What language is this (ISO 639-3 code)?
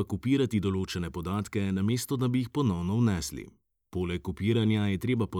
slv